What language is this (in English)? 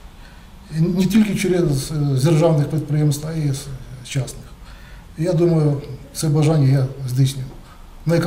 Ukrainian